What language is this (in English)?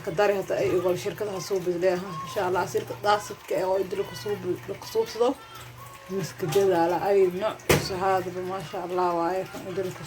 Somali